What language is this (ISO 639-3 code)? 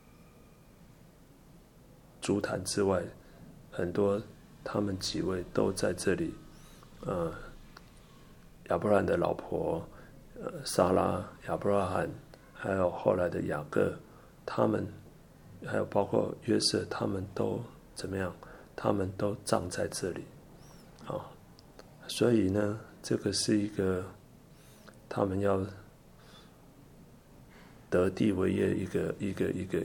zho